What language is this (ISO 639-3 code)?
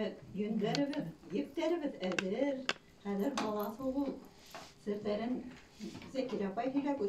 bak